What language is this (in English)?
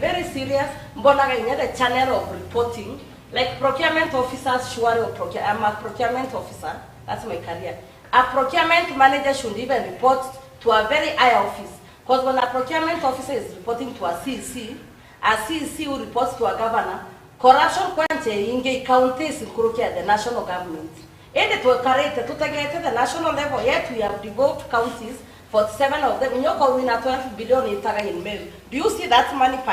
Meru